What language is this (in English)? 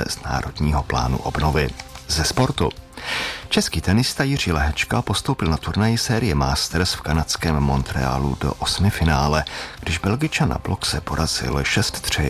Czech